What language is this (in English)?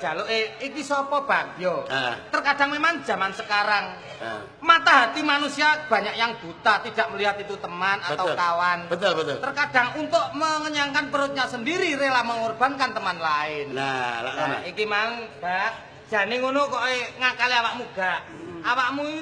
Javanese